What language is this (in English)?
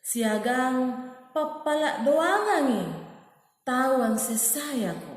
Makasar